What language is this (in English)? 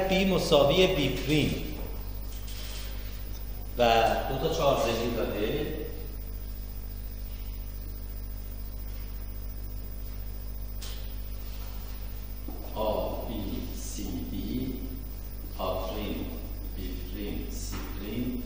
Persian